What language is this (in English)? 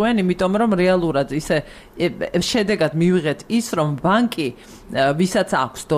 Georgian